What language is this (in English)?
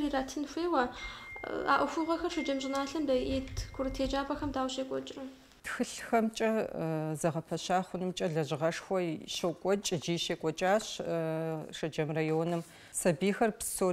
Kabardian